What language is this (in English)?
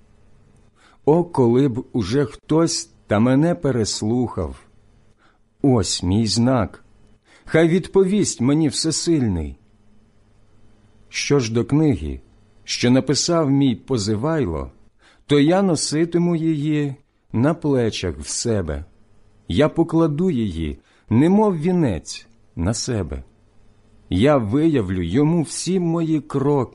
Ukrainian